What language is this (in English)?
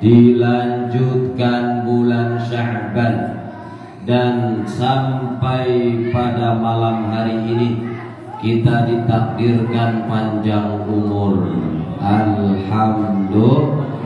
Indonesian